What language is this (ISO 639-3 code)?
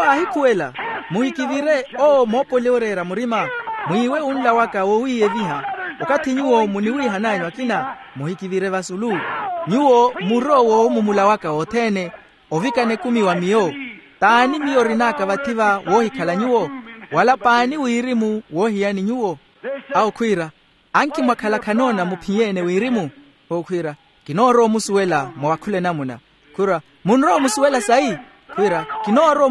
vmw